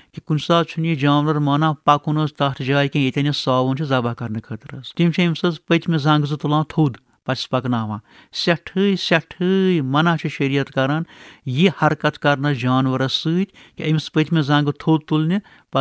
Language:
Kashmiri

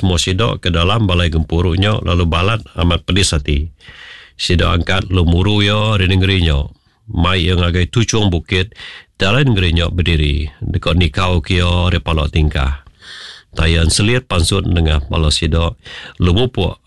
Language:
Iban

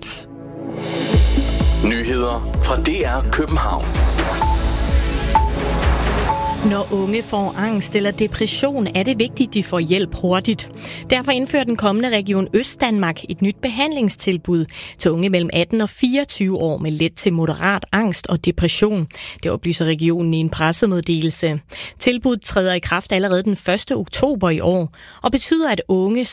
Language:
Danish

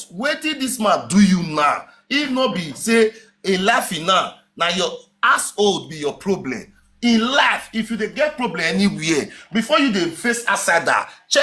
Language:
Nigerian Pidgin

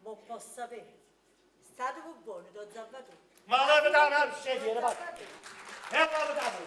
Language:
Neapolitan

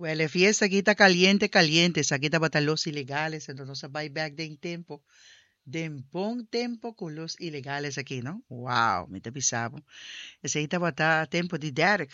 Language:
Papiamento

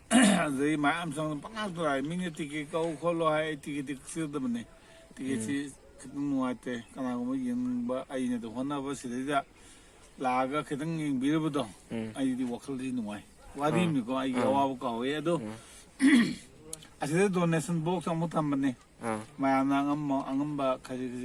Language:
Manipuri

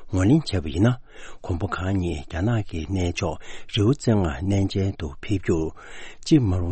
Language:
Tibetan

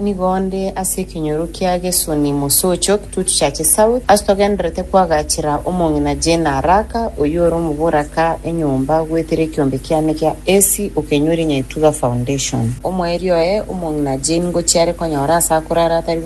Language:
Gusii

